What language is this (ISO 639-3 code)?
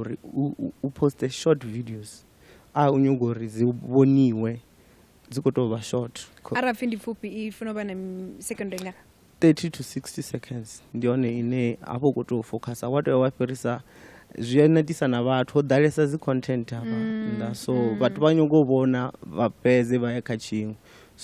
ven